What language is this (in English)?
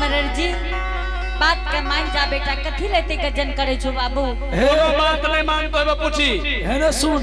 Angika